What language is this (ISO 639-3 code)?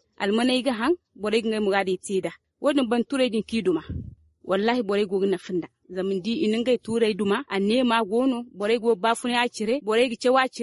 dje